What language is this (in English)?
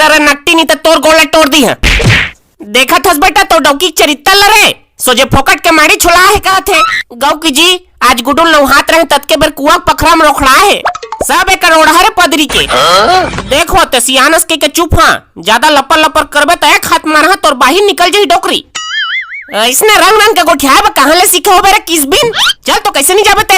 Chhattisgarhi